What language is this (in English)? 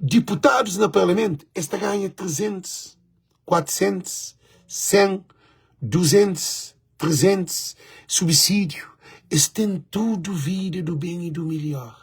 Kabuverdianu